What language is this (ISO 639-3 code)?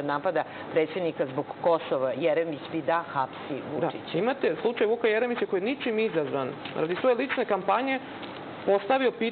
srp